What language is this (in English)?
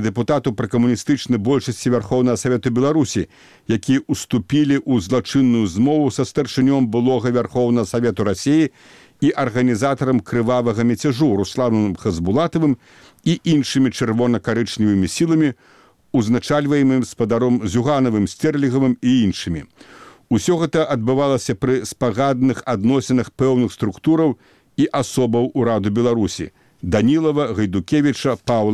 Belarusian